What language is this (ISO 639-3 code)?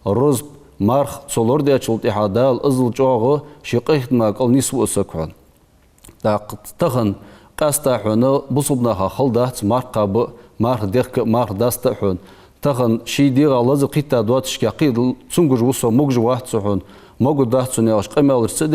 inh